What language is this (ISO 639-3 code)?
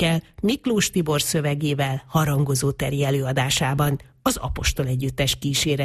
hun